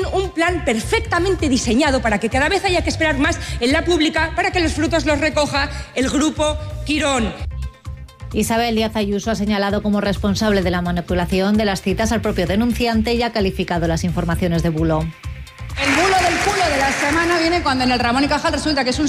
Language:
Spanish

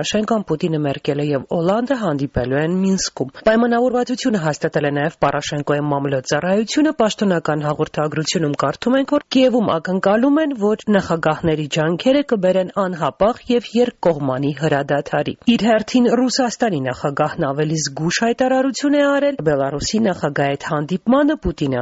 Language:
Armenian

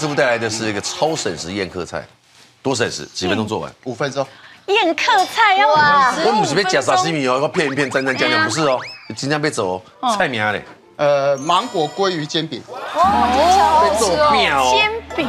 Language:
Chinese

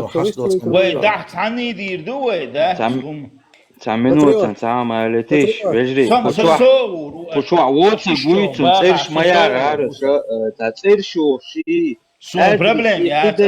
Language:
Chechen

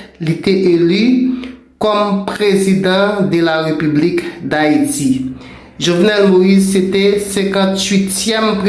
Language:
Haitian Creole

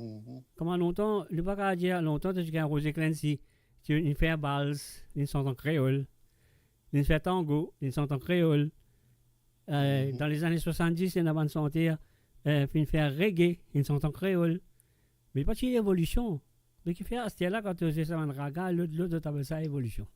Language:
Morisyen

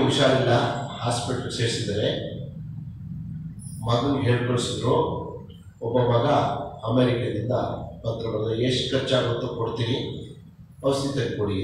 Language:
Kannada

